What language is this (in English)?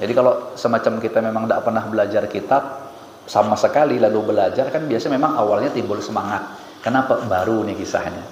Banjar